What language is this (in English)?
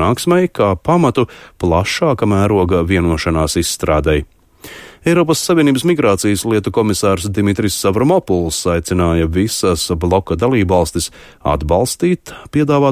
Latvian